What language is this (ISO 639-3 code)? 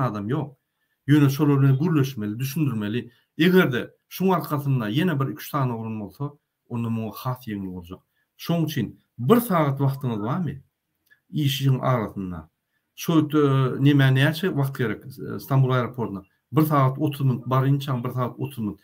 tuk